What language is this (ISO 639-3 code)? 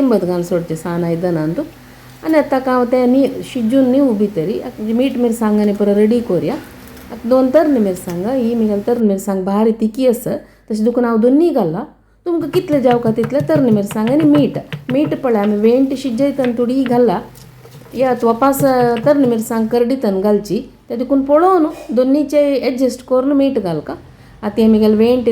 kok